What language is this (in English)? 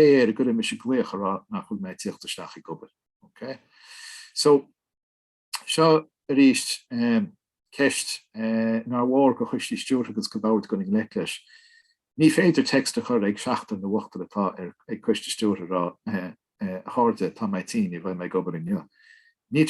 Irish